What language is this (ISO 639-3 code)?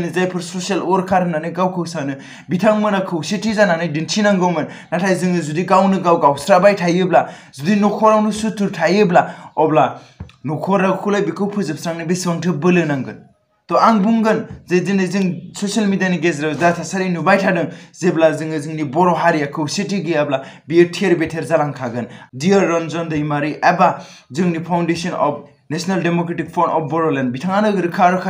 brx